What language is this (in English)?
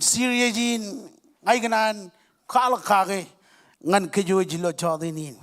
Marshallese